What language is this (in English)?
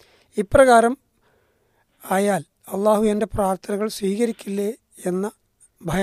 Malayalam